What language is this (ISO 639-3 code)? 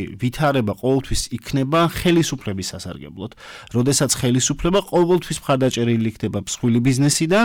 kat